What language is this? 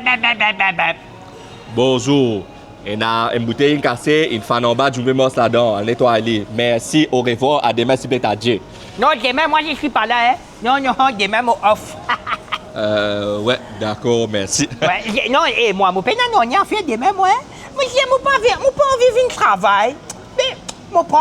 Morisyen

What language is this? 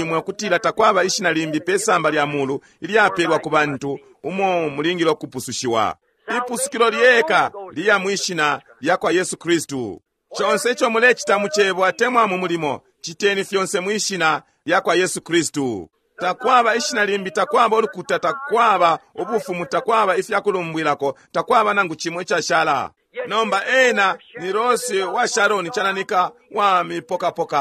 Bemba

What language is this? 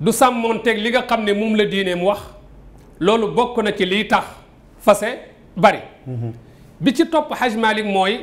Wolof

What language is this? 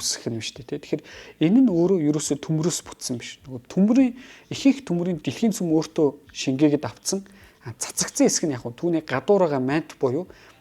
Mongolian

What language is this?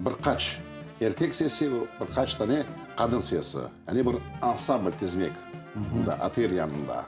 Crimean Tatar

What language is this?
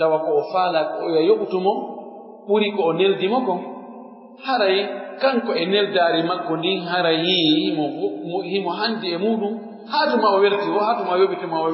Pular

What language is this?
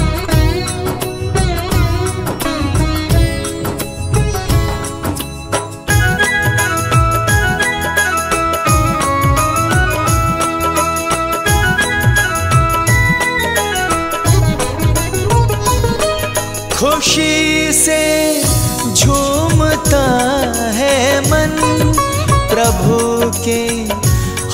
Hindi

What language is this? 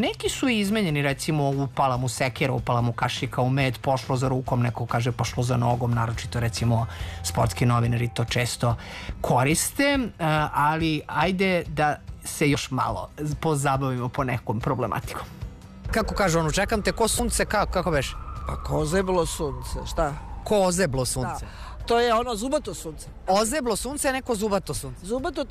Serbian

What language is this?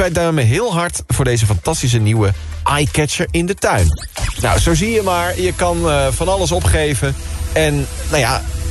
Dutch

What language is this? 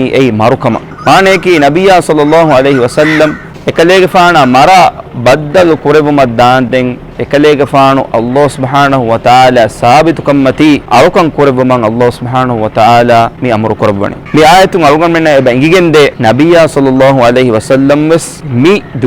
Divehi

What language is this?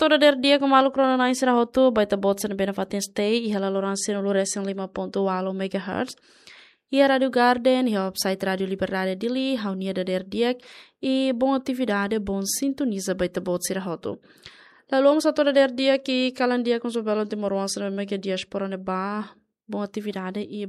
Tetum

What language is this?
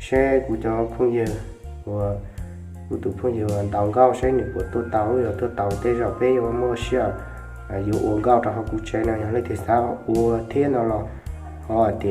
Hmong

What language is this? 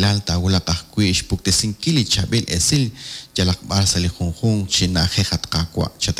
Kekchí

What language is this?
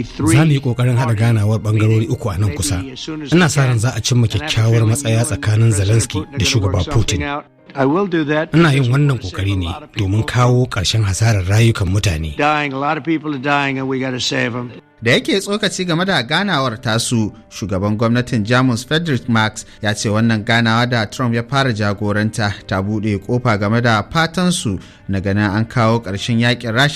Hausa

